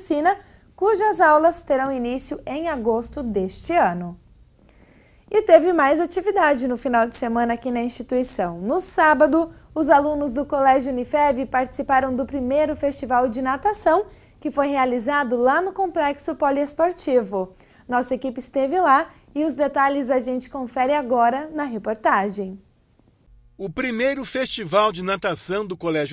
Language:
Portuguese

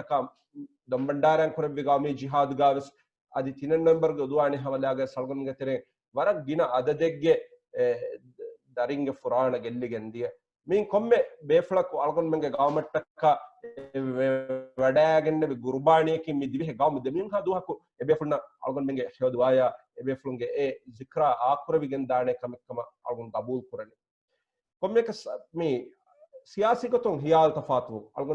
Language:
Divehi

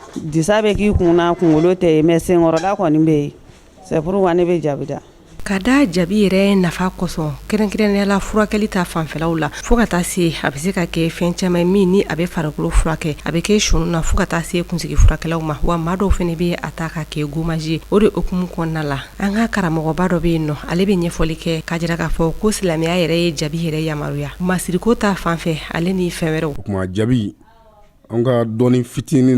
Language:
Bambara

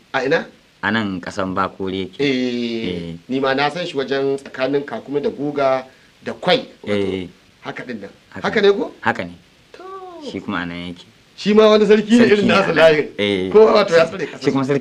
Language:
Hausa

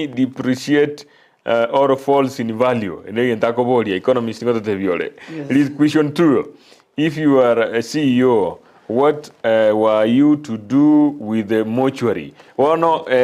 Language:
Gusii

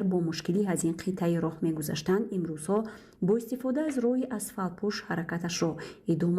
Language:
Tajik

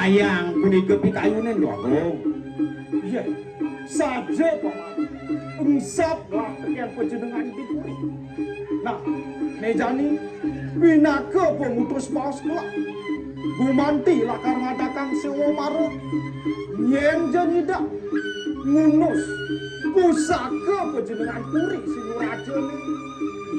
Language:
Balinese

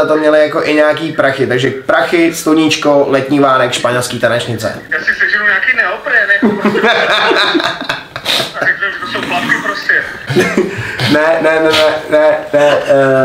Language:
Czech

